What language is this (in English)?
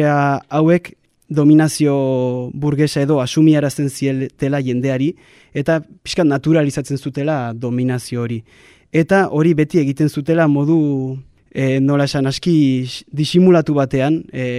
Basque